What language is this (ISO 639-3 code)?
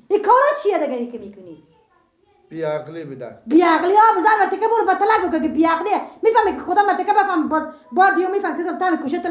fas